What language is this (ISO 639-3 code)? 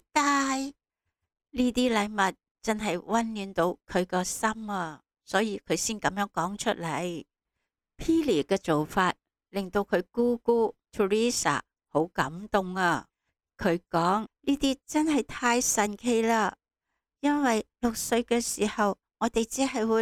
yue